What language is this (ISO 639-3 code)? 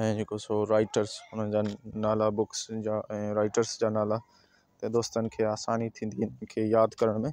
snd